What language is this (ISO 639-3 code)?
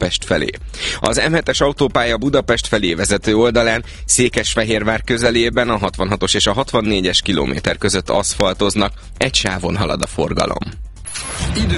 hun